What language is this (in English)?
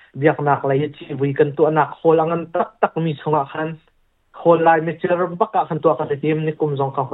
Hakha Chin